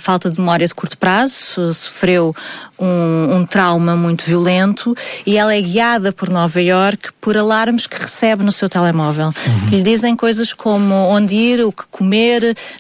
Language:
Portuguese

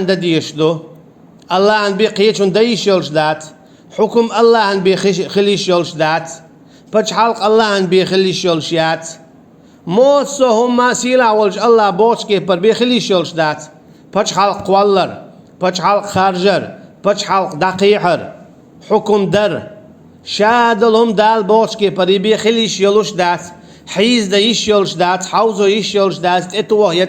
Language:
Chechen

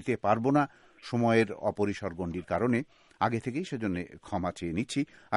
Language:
Bangla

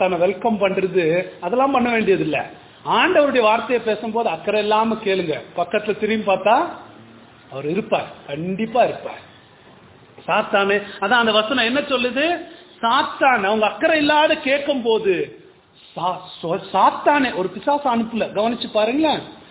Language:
Tamil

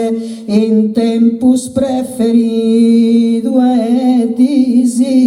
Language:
Sardinian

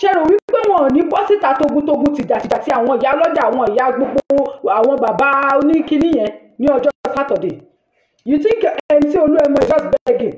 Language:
Yoruba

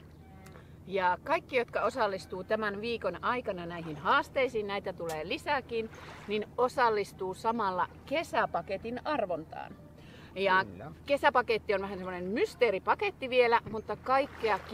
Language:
Finnish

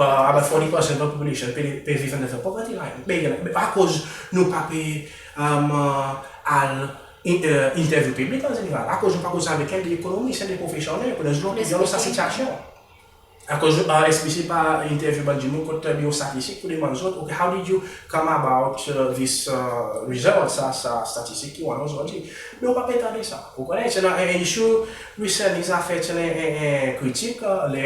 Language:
Seselwa Creole French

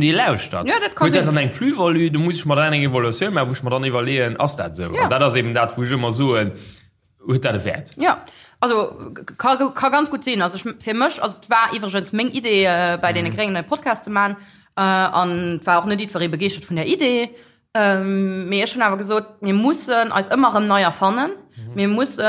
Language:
Luxembourgish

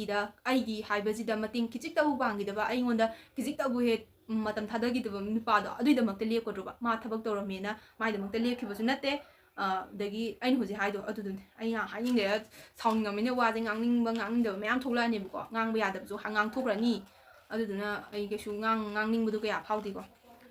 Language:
Manipuri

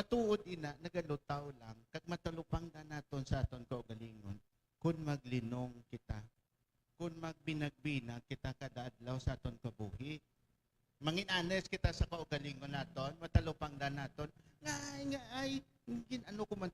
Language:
Hiligaynon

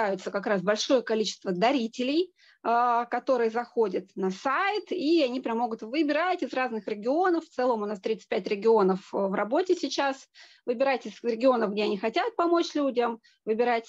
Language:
Russian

